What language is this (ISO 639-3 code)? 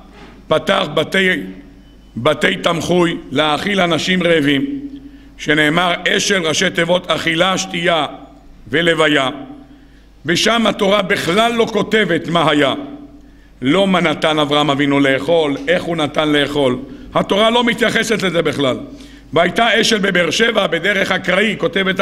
heb